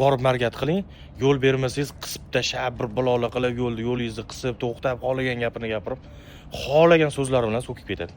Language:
Uzbek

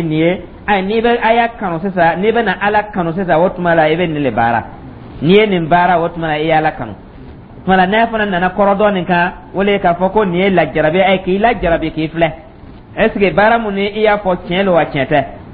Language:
Dyula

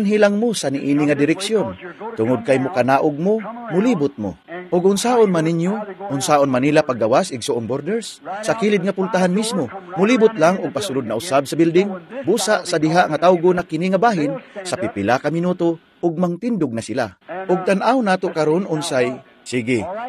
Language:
Cebuano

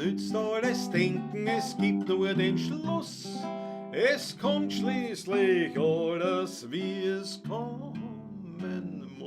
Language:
Bavarian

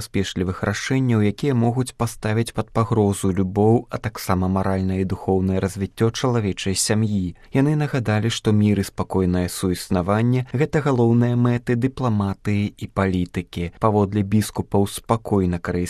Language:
Belarusian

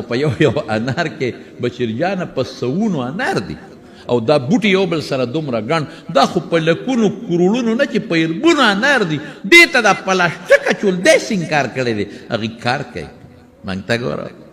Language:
Pashto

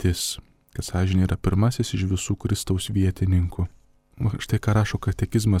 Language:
Lithuanian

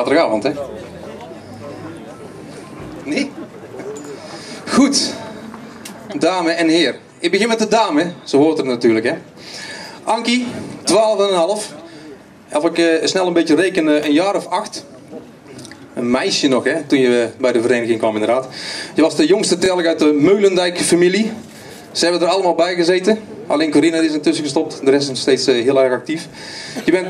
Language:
Dutch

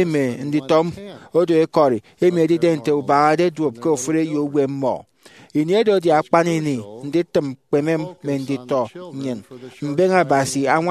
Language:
Efik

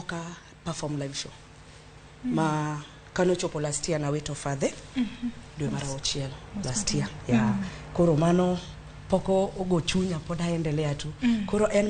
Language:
Luo (Kenya and Tanzania)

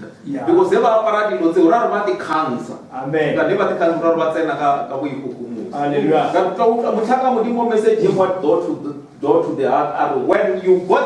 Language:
Northern Sotho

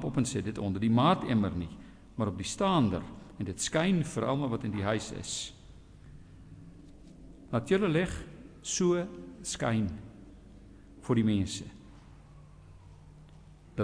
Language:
Afrikaans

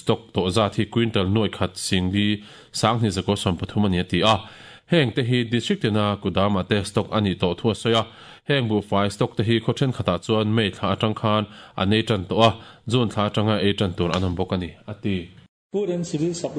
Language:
Mizo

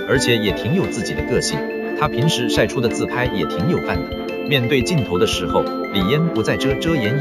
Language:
Chinese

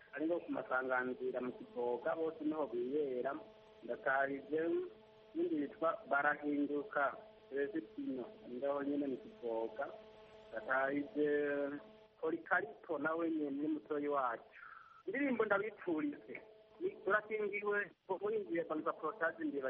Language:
Kinyarwanda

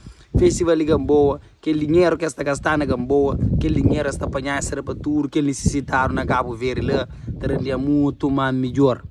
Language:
Kabuverdianu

